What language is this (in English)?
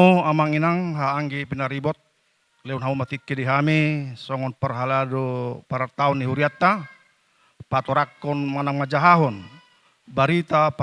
Batak Toba